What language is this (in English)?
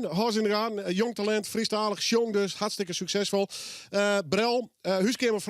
Western Frisian